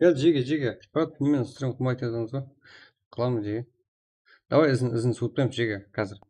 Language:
Kara-Kalpak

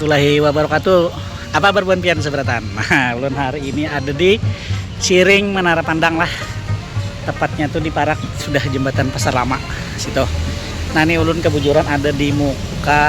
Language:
Banjar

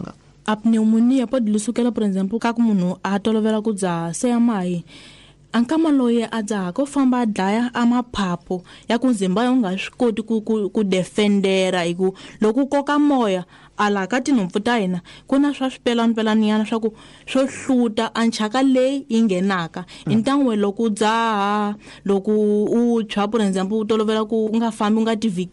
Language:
Tsonga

